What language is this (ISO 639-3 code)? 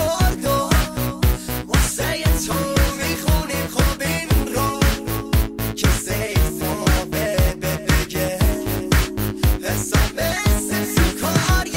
fas